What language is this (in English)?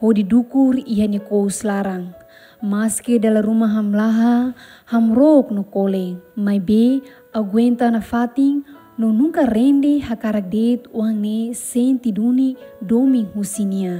Tetum